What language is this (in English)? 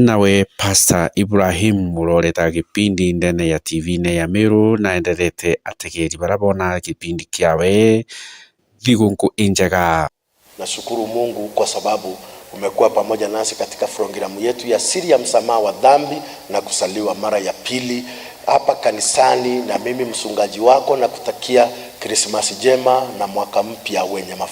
Meru